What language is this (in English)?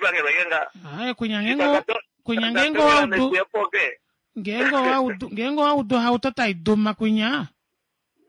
Kuanyama